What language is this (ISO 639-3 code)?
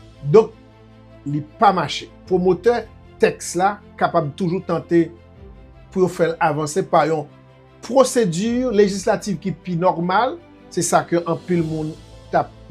hat